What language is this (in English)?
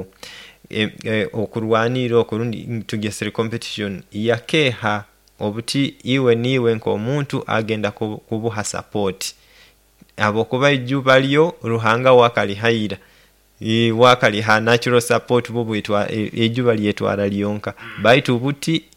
Nyoro